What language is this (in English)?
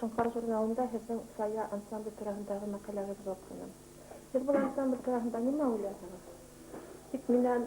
Bashkir